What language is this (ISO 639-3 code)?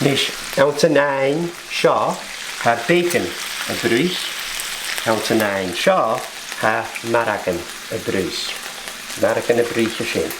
gla